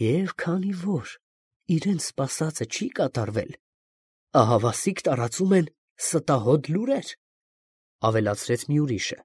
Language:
Armenian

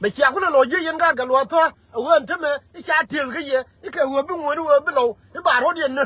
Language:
Nuer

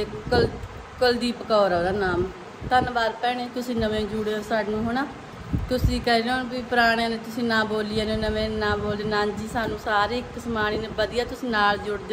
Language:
Punjabi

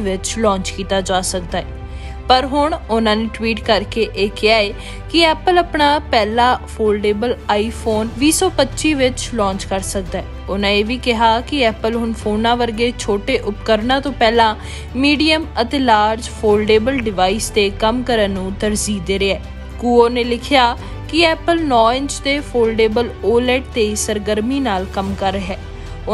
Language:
Punjabi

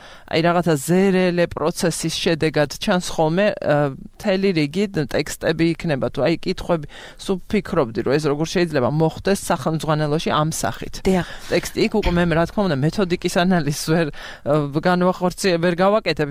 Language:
Georgian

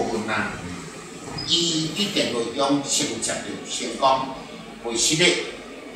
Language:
Min Nan Chinese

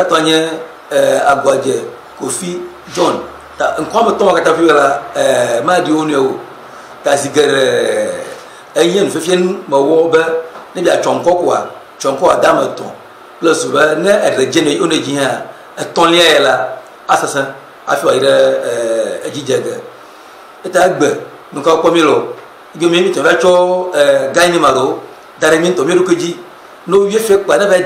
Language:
Ewe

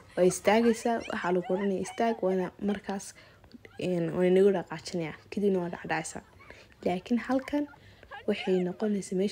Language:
Somali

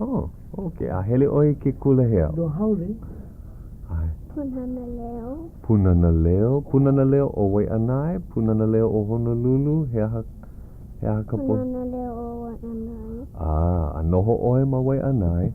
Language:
Hawaiian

